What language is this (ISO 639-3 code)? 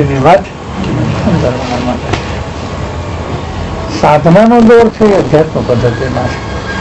guj